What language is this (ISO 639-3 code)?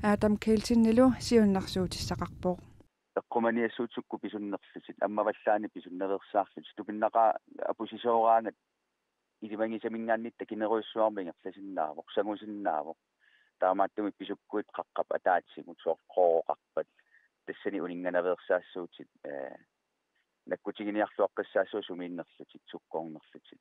kal